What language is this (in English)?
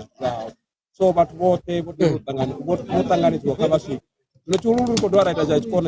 Venda